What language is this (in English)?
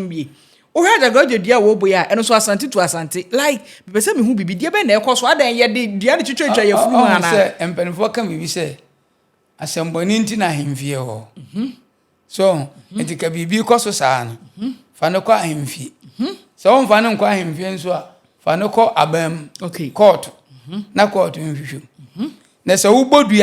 Akan